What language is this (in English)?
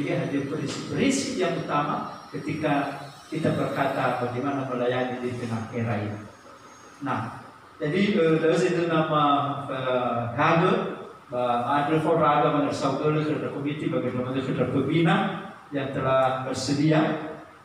Nias